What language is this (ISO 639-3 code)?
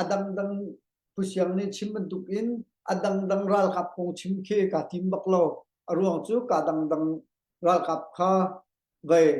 cnh